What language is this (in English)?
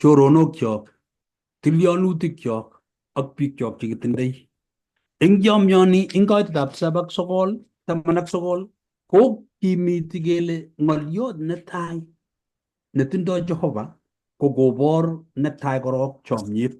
Kalenjin